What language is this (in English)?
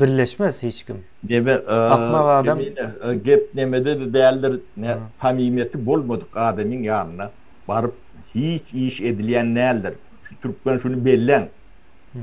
Turkmen